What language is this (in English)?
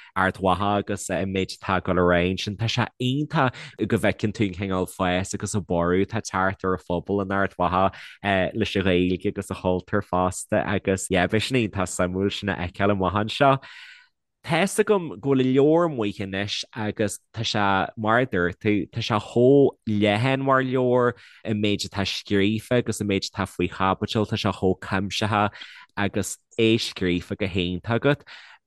Irish